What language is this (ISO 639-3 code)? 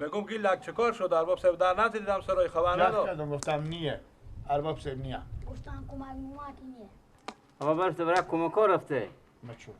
fas